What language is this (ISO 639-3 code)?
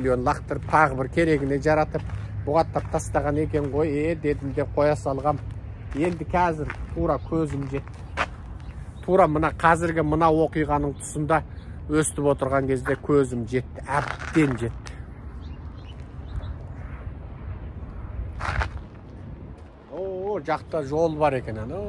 kaz